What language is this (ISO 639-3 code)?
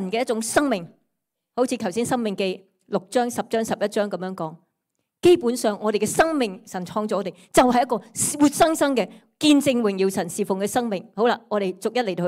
yue